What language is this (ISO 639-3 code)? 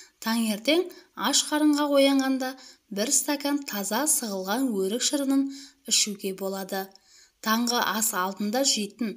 kaz